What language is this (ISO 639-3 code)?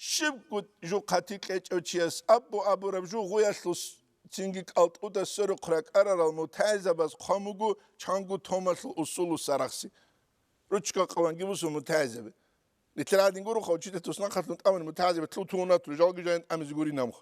ava